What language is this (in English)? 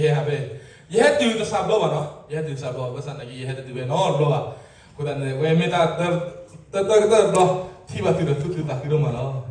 S'gaw Karen